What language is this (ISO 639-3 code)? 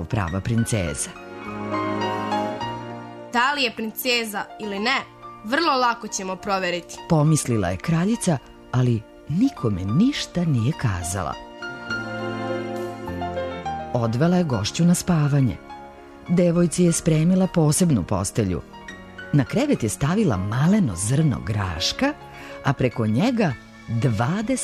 srp